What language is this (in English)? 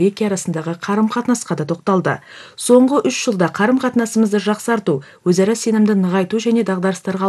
Kazakh